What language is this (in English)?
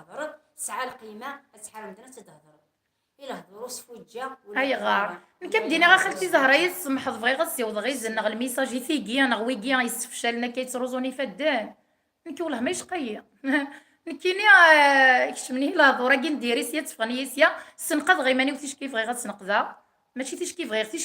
Kabyle